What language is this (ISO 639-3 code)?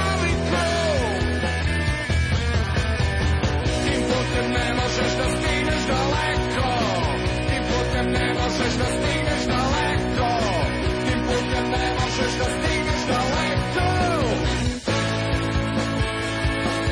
srp